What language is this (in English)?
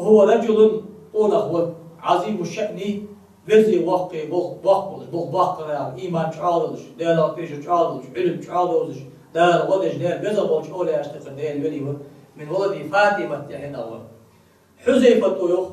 Ingush